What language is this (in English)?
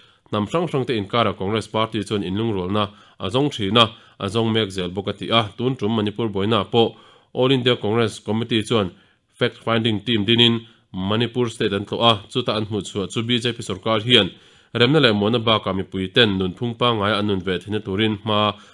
Mizo